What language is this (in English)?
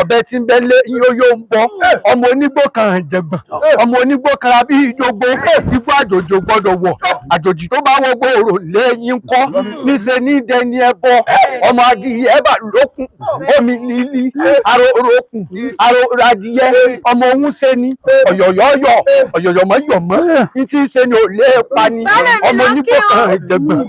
Yoruba